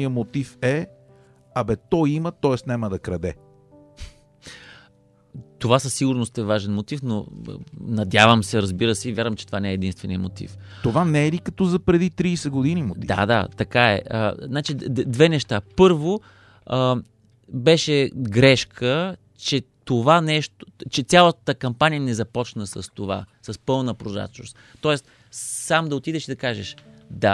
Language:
Bulgarian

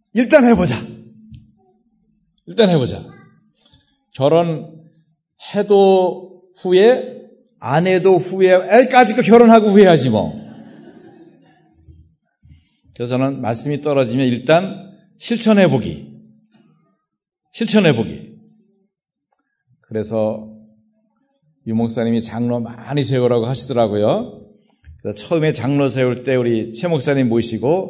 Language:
Korean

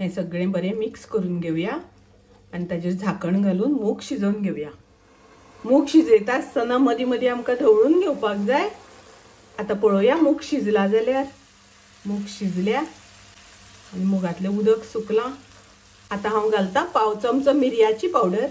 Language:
Konkani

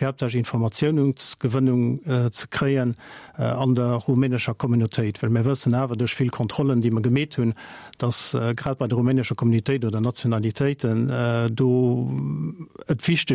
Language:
Luxembourgish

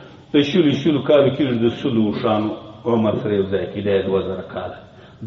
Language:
Pashto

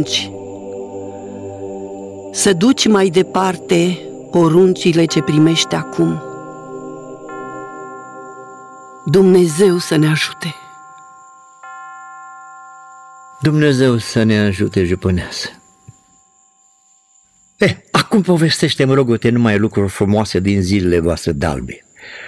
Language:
Romanian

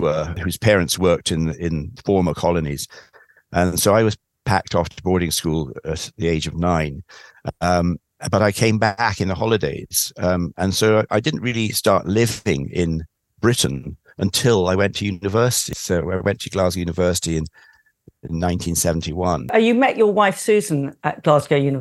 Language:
English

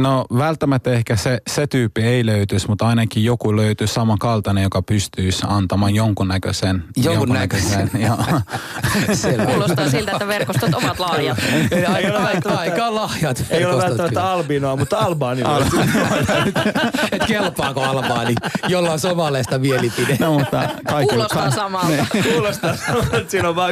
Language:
Finnish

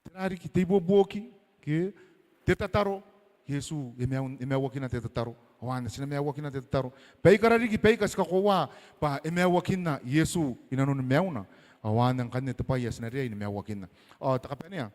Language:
Gilbertese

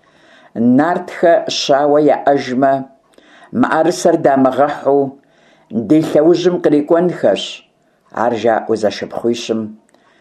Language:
Kabardian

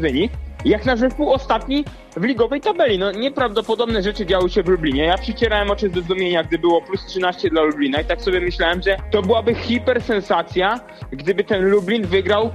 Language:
Polish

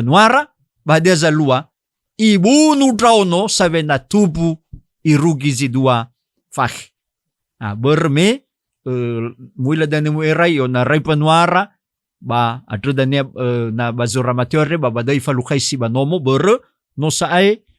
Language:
Nias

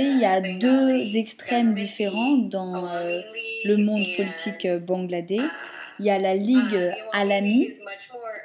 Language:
French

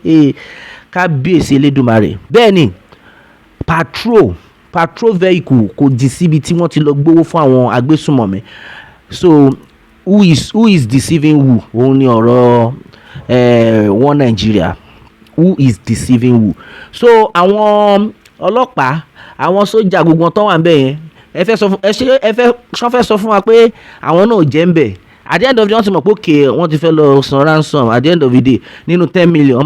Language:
Yoruba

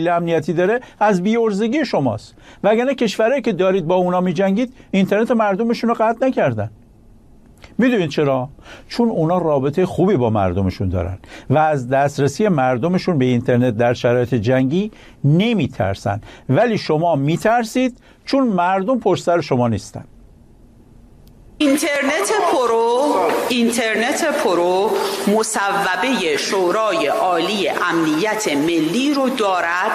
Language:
Persian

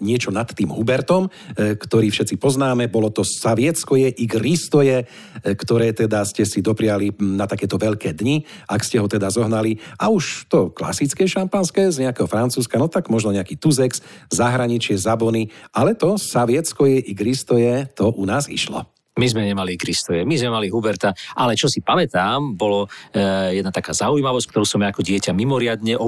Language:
Slovak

